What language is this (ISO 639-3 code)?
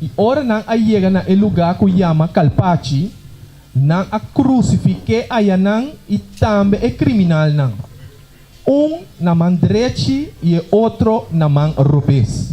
pap